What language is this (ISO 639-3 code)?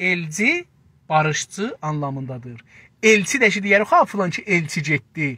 azb